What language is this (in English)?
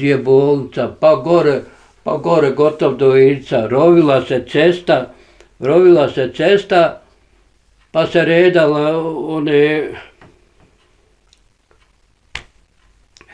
Bosnian